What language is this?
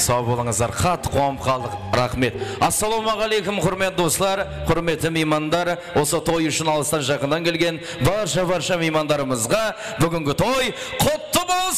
Kara-Kalpak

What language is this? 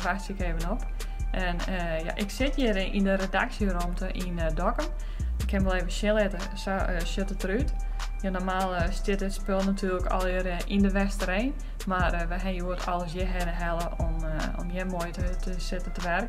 Western Frisian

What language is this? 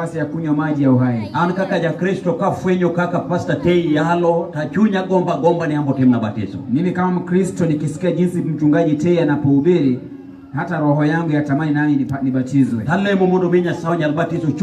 Luo (Kenya and Tanzania)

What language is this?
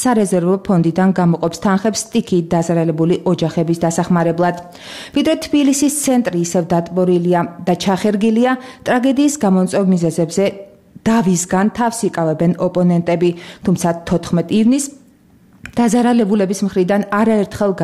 Georgian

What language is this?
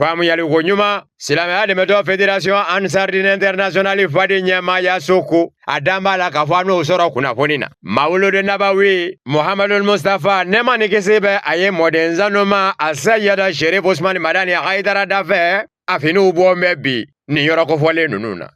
Bambara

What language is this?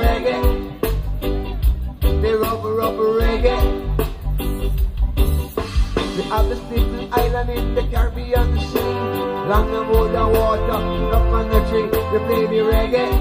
English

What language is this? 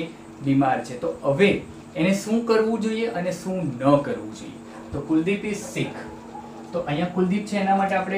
Gujarati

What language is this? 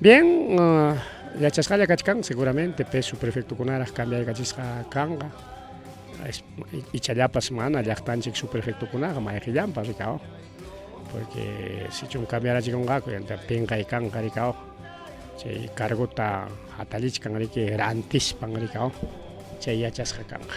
Ayacucho Quechua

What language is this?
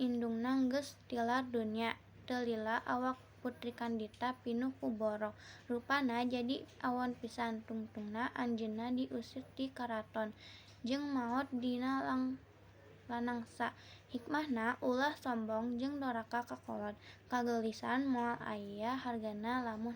Sundanese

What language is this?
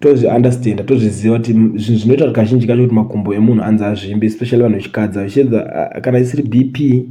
Shona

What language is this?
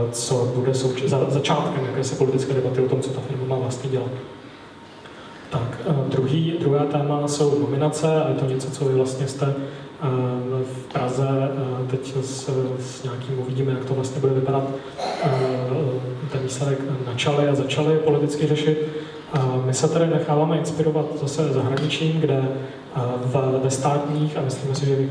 Czech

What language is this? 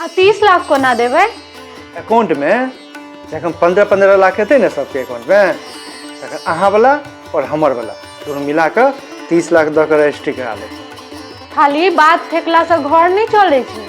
Maithili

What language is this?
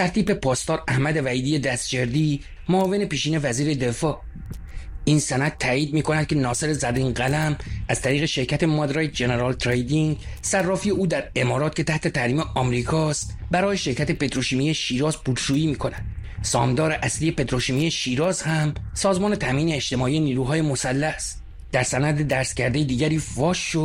Persian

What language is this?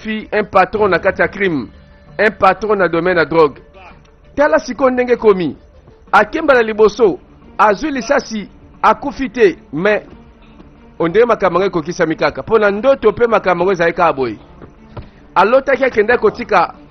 Lingala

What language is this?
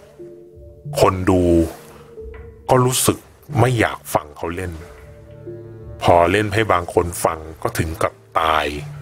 Thai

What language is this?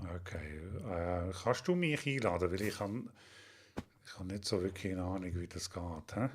Swiss German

